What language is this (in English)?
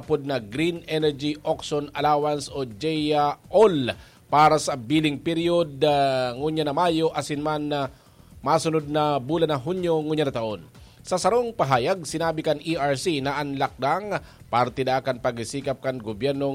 Bikol